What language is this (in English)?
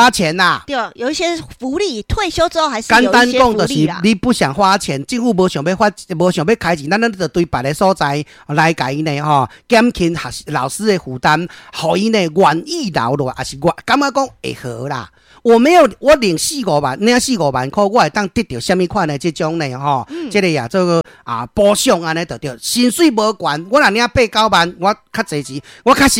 Min Nan Chinese